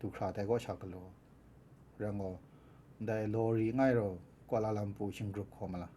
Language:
Kachin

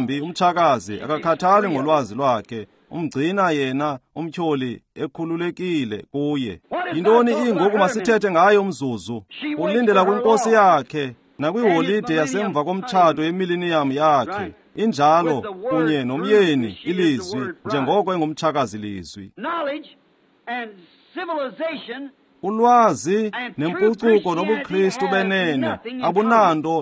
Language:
Xhosa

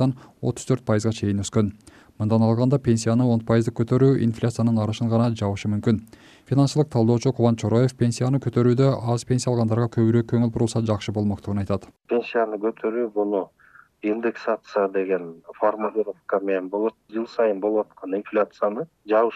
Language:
Kyrgyz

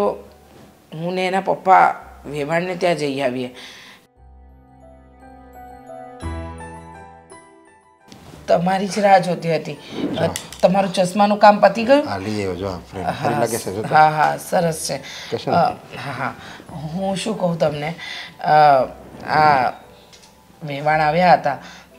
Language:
Gujarati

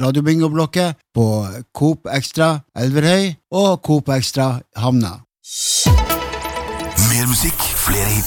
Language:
Norwegian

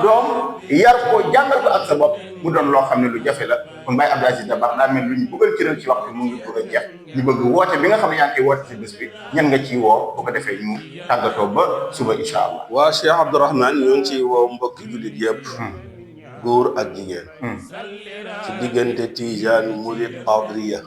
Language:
Wolof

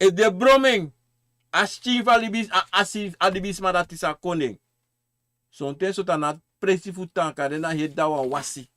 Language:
Sranan Tongo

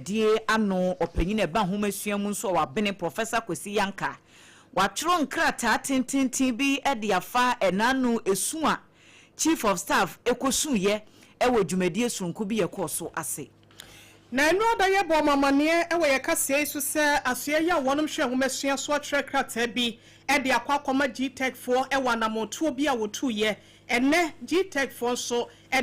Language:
Akan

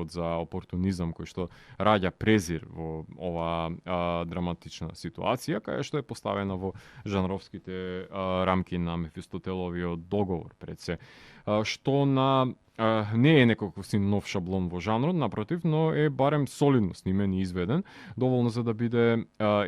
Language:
Macedonian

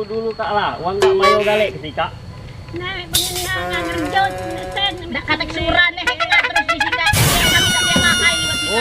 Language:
Musi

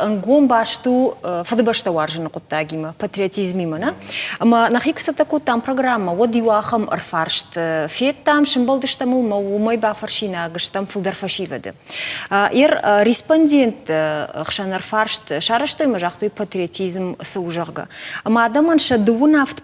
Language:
Ossetic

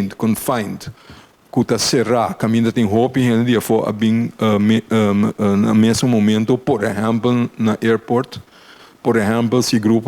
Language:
Papiamento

